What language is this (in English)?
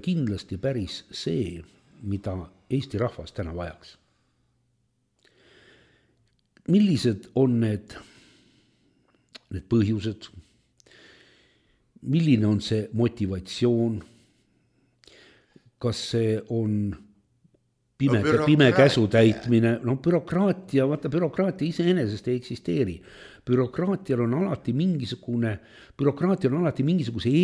Estonian